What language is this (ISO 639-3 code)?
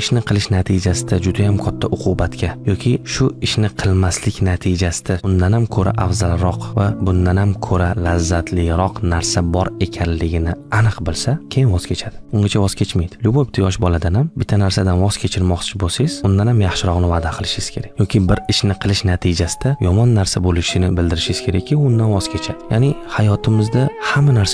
uzb